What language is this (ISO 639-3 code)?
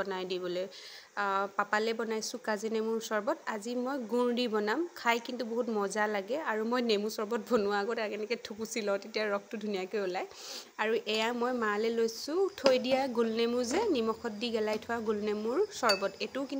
asm